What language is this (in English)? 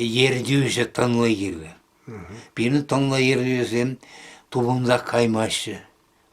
Chuvash